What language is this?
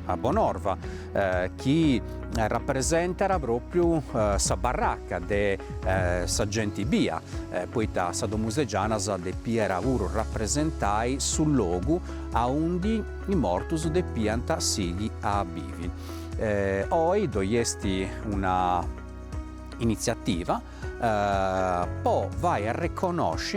Sardinian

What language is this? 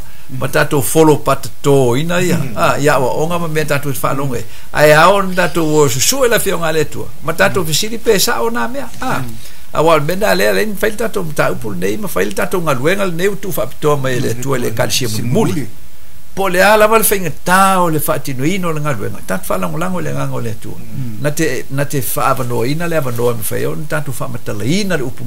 Samoan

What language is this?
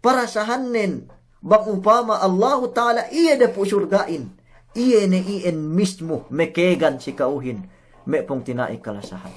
Yakan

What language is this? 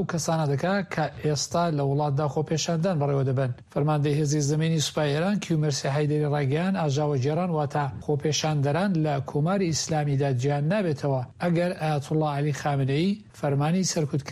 Central Kurdish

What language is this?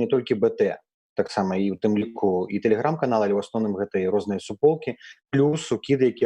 Belarusian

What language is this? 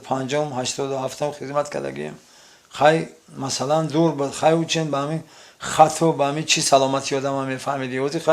Tajik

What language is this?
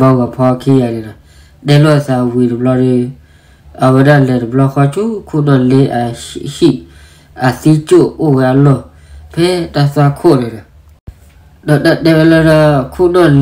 S'gaw Karen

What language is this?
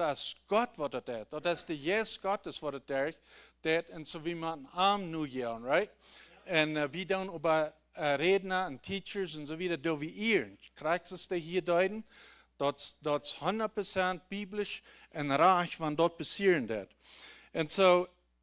Plautdietsch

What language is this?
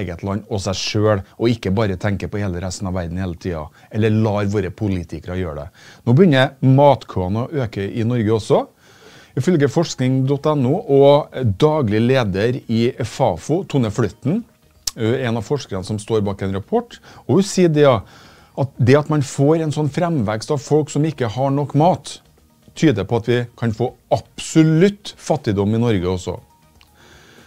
Norwegian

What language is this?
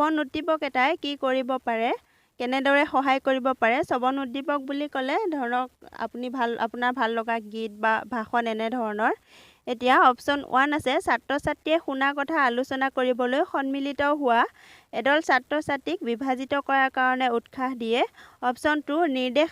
Assamese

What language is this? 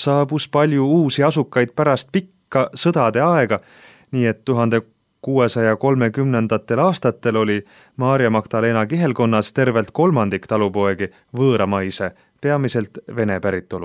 Estonian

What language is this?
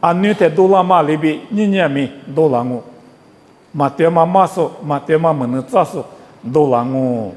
Lisu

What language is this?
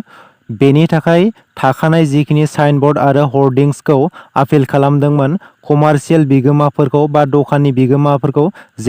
Bodo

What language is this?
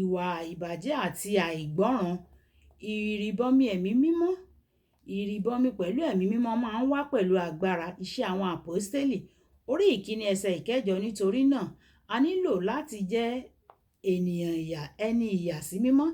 Yoruba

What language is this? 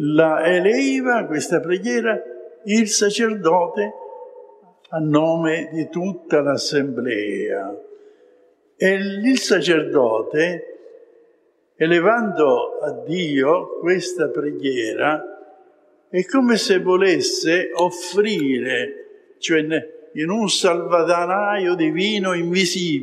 Italian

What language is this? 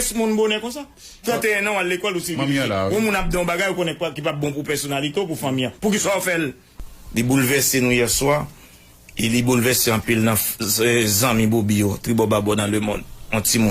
Haitian Creole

